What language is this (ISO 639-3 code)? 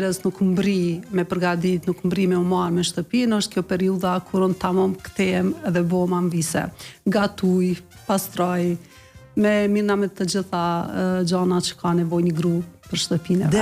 sqi